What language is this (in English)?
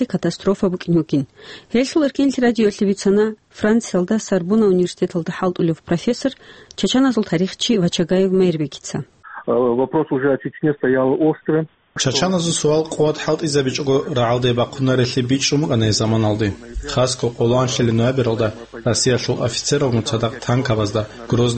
Avaric